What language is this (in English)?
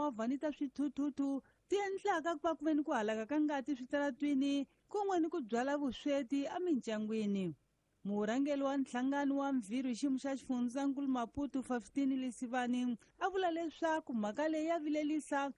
Tsonga